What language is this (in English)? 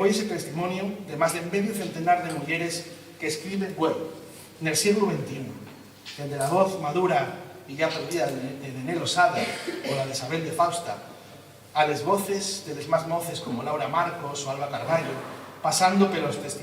Asturian